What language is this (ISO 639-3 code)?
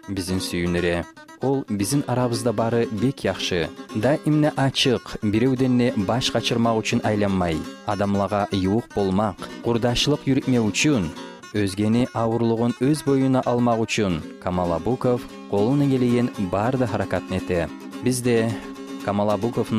kum